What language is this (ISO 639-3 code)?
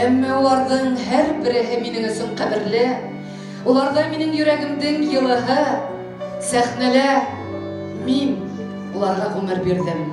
bak